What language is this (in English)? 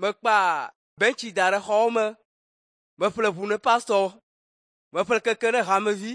Ewe